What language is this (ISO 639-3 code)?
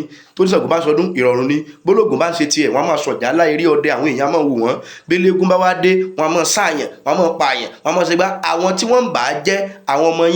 yor